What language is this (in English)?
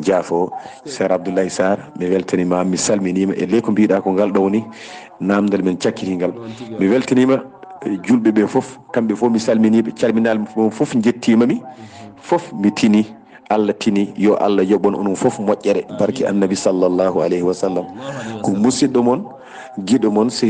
Fula